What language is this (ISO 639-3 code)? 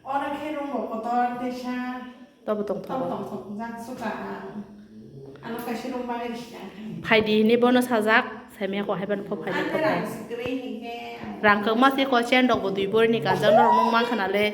trp